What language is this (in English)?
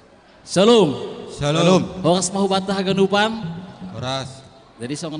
Batak Simalungun